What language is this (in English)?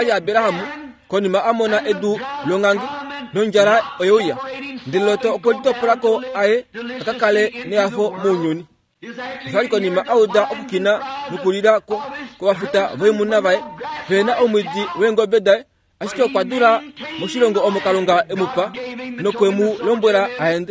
Kuanyama